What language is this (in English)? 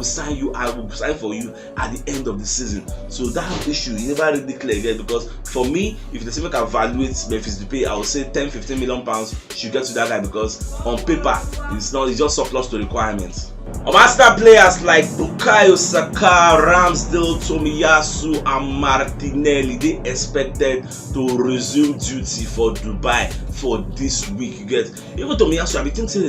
Nigerian Pidgin